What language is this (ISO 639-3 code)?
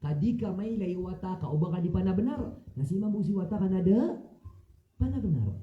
mrw